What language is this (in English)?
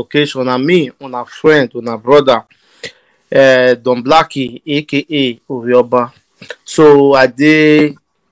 Nigerian Pidgin